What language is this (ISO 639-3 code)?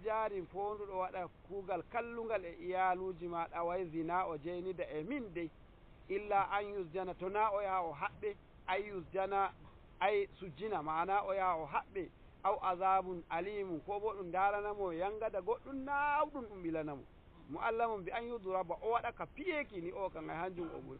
fuv